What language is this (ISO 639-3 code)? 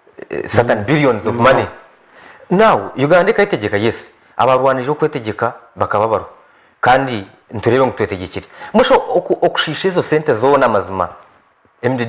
nyn